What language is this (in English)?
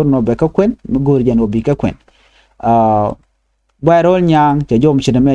Nuer